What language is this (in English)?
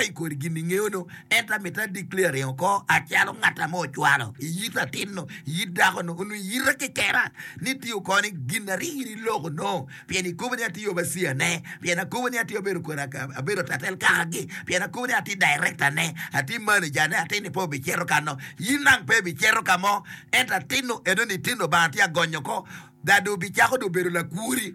Acoli